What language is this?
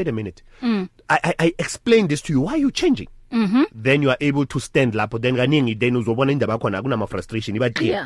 English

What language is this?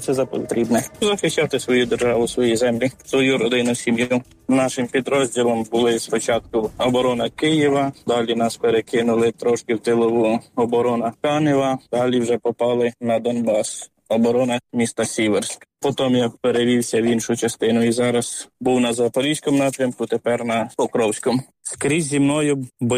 Ukrainian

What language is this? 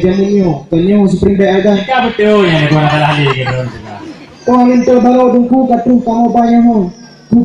Achinese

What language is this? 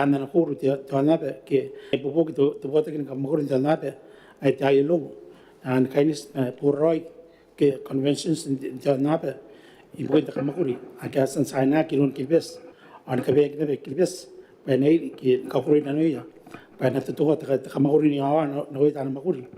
Gilbertese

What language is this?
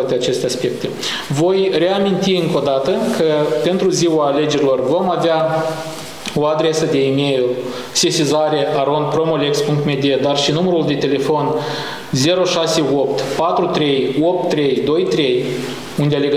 Romanian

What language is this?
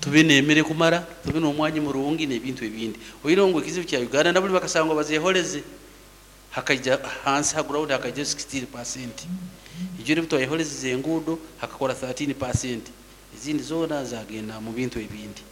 Nyankole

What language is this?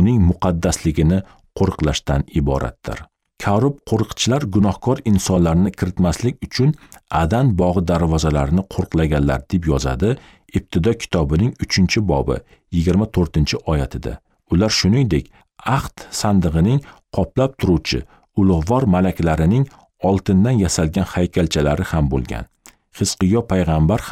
Uzbek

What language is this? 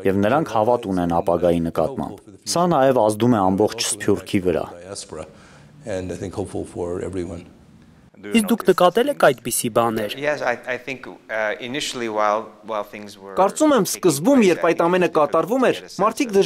Armenian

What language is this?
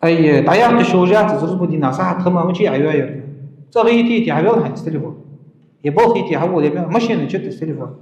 Ingush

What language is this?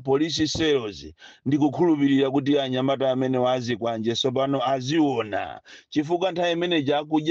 Nyanja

